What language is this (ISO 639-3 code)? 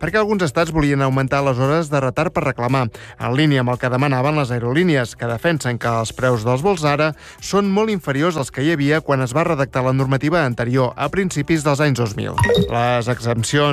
cat